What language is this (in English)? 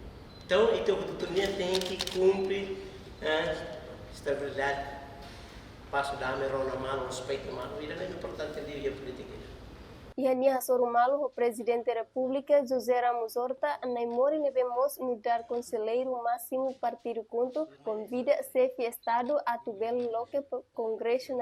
Tetum